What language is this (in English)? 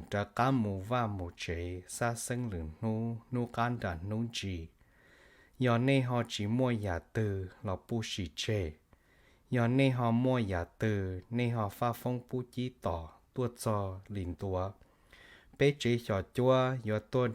Hmong